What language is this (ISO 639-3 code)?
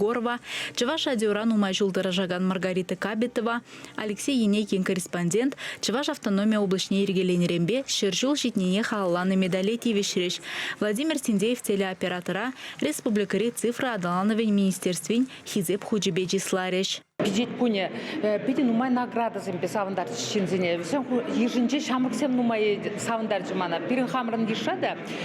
chv